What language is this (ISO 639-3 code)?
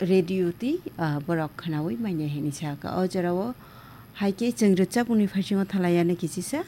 trp